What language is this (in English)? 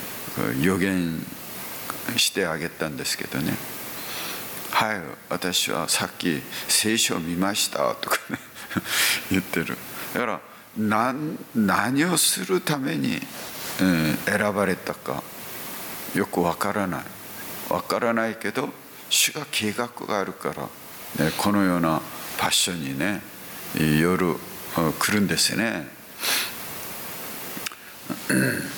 Japanese